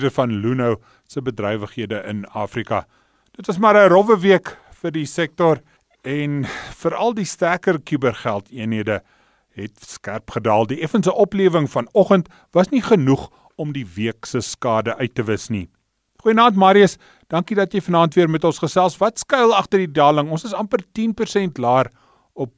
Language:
Afrikaans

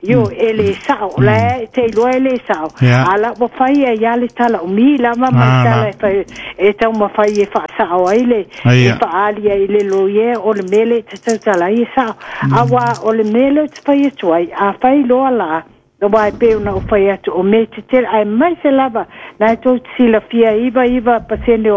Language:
Samoan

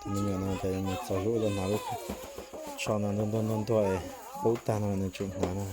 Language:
Hmong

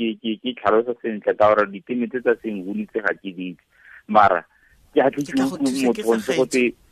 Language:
Tswana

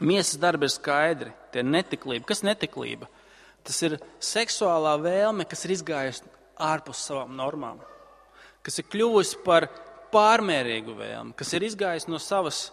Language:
Latvian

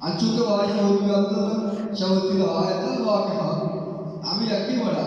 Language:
Baluchi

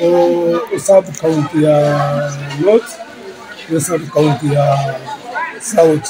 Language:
Gusii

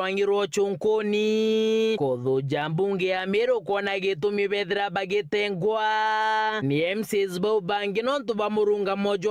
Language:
Meru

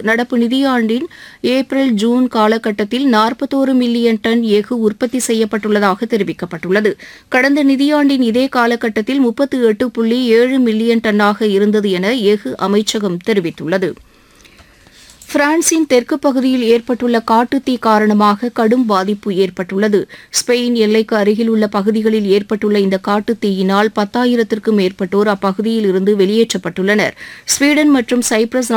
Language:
Tamil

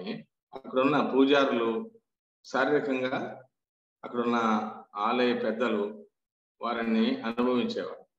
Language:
Telugu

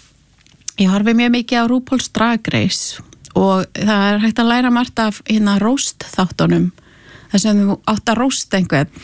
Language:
Icelandic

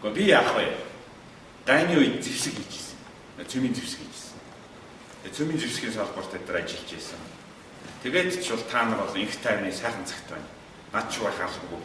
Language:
Mongolian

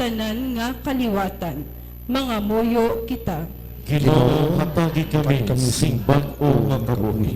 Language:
Hiligaynon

